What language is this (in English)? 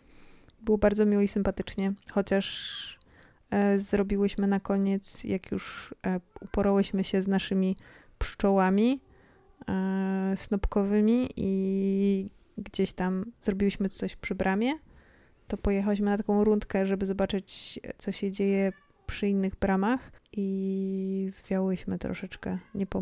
Polish